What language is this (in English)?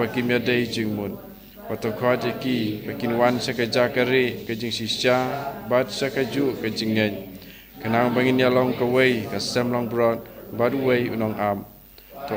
Khasi